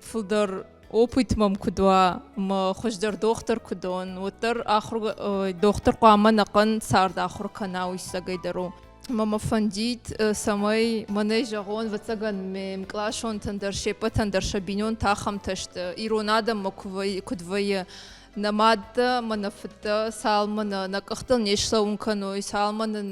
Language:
Ossetic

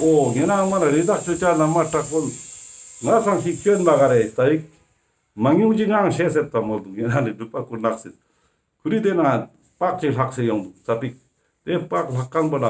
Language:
Ladakhi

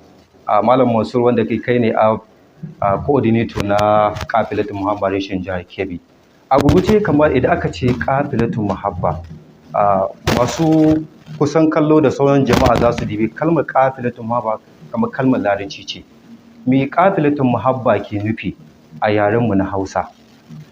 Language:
Hausa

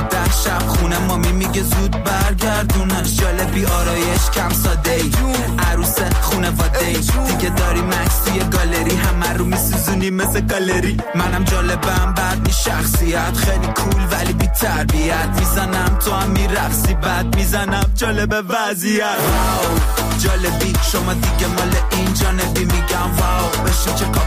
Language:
Persian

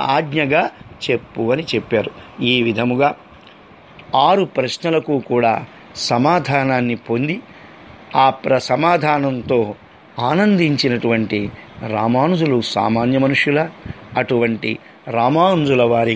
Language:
Telugu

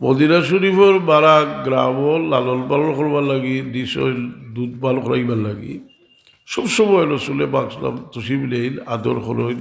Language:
Sylheti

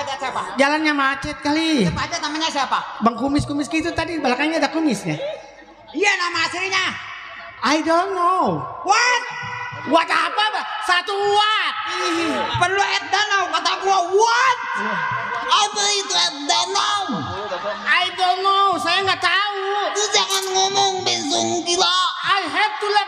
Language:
Betawi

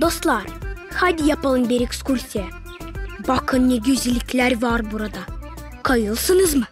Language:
Gagauz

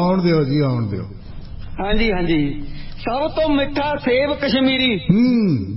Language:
Punjabi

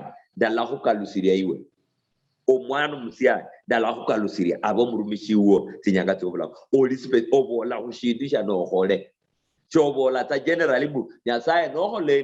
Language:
Luyia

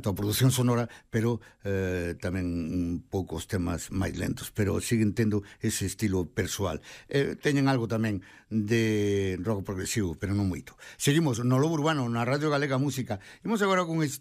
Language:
Galician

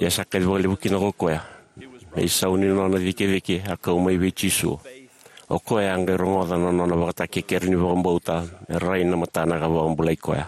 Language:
Fijian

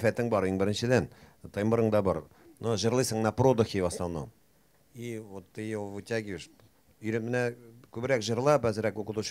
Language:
Bashkir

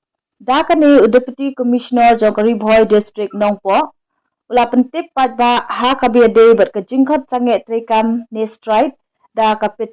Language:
Khasi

